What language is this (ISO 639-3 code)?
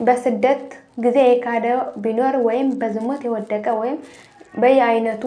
amh